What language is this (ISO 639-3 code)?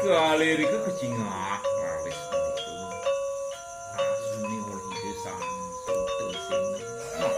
ban